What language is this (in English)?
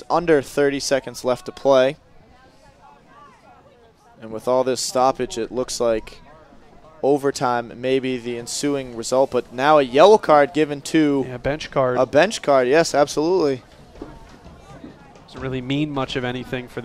English